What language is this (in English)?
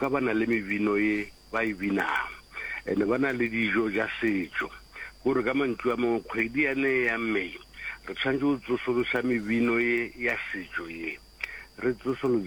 Northern Sotho